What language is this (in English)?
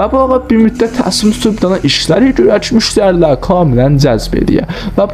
South Azerbaijani